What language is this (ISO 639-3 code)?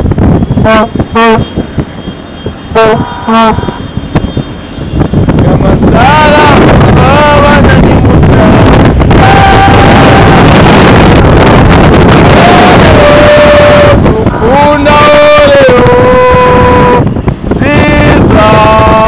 kin